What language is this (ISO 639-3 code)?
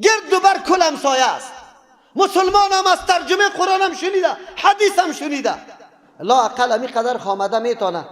fas